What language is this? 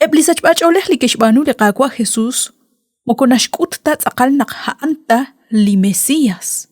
Kekchí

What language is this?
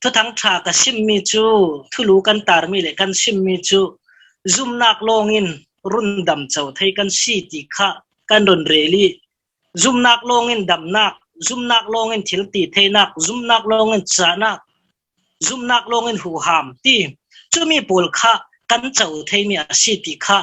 Falam Chin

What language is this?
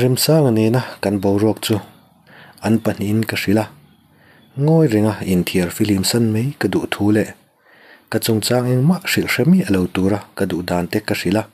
Mizo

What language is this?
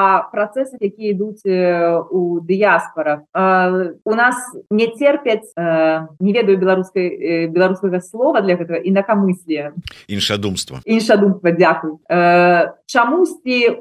Belarusian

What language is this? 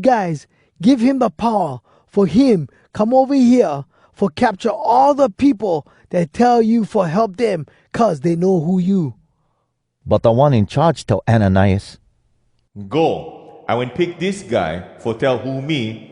Hawai'i Creole English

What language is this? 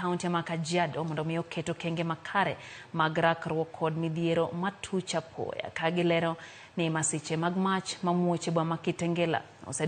Luo (Kenya and Tanzania)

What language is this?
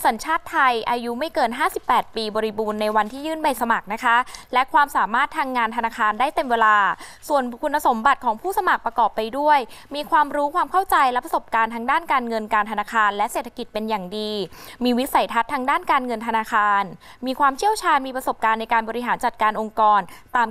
Thai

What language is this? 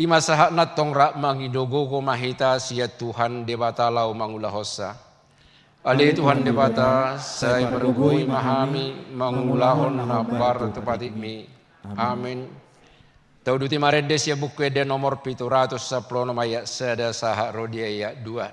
Batak Toba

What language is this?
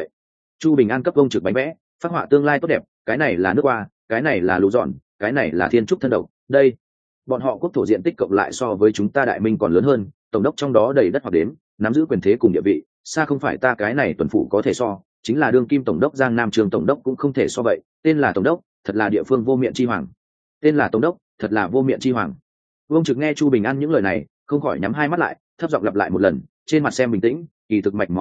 Vietnamese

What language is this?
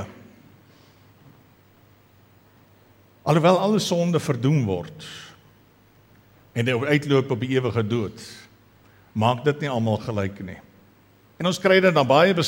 Afrikaans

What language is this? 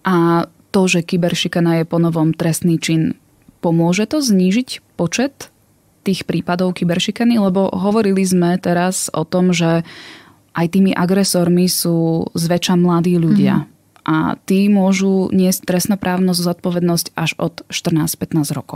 Slovak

